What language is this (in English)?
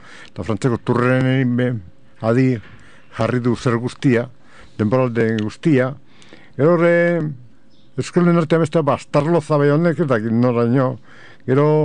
Basque